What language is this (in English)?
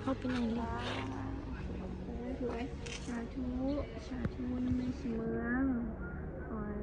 Lao